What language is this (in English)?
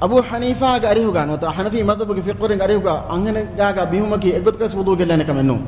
Divehi